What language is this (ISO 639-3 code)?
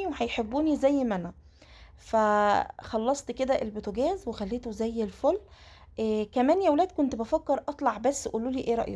arz